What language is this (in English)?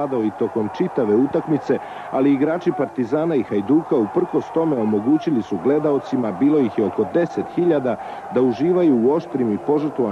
Serbian